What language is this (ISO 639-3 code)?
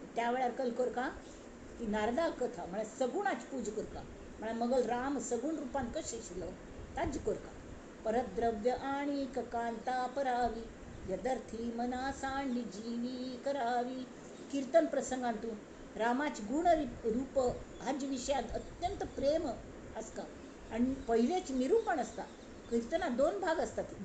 kok